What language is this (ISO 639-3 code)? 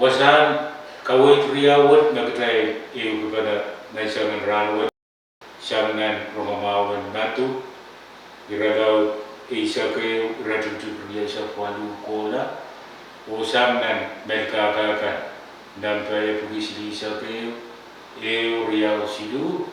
pon